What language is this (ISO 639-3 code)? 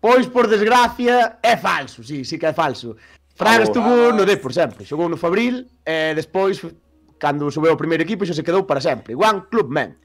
glg